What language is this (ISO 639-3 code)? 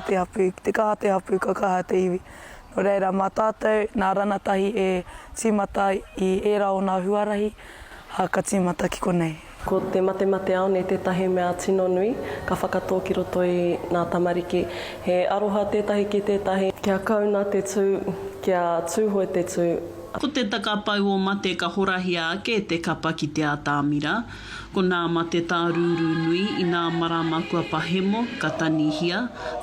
mri